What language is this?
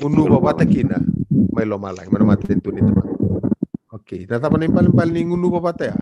Fijian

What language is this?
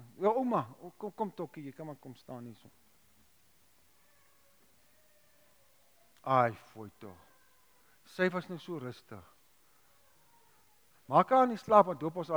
Afrikaans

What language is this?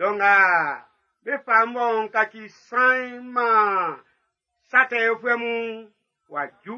Baoulé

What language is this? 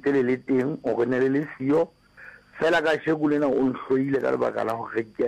Northern Sotho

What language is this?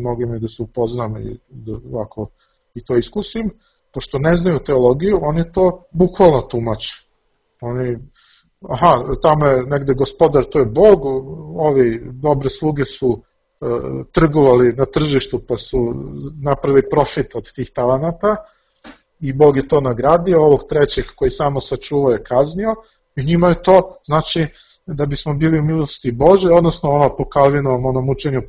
Serbian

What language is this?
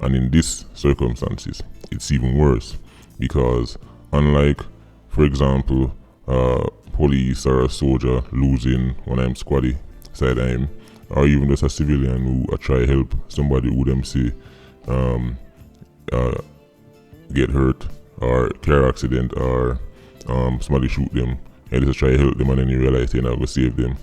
Jamaican Creole English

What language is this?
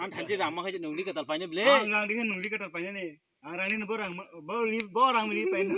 Kok Borok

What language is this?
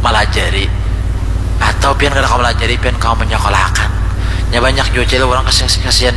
Banjar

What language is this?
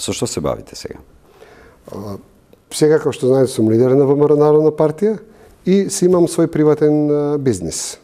Macedonian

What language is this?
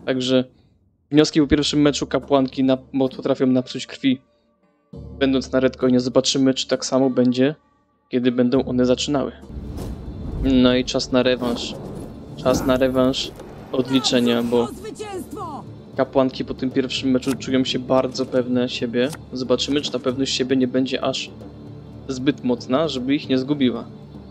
Polish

